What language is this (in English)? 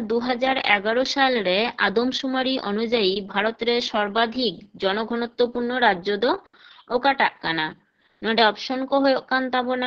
Santali